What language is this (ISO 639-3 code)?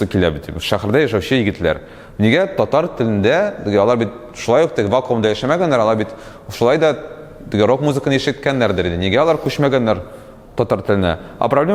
tat